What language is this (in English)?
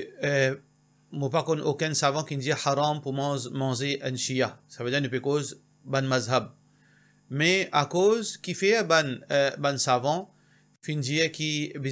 Morisyen